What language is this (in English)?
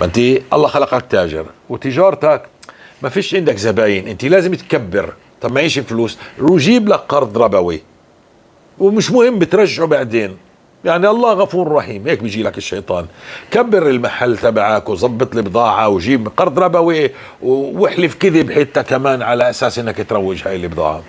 North Levantine Arabic